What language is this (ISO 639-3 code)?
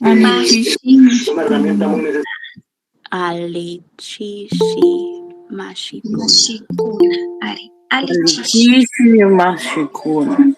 qug